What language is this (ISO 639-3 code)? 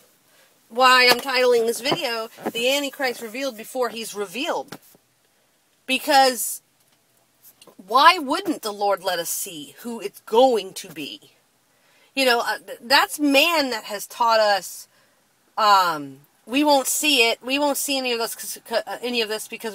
eng